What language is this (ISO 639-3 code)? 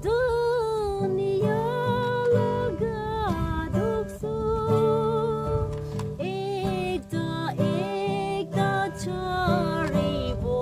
nag